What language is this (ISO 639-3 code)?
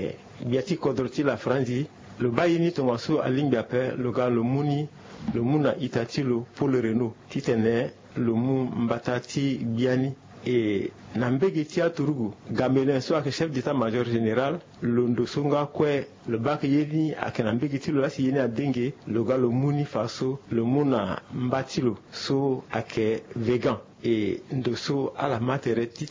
sag